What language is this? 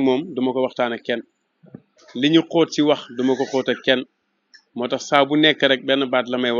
Wolof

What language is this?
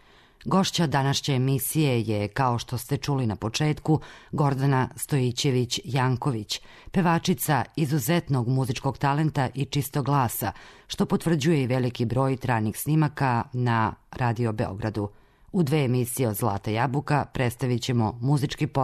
Serbian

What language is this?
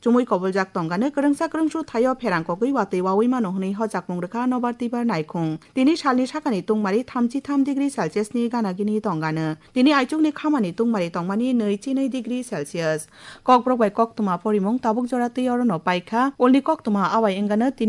Kok Borok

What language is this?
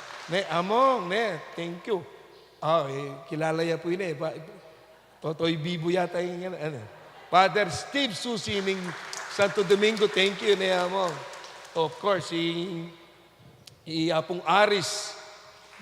Pampanga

